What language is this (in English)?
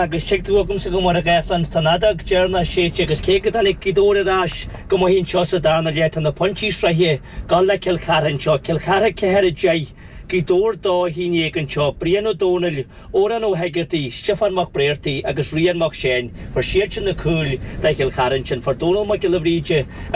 Irish